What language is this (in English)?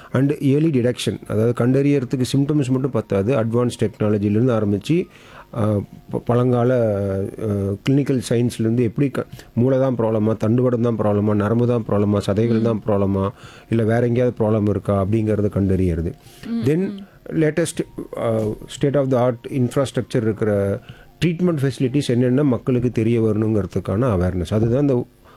Tamil